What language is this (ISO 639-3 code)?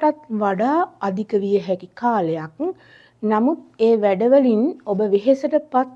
sin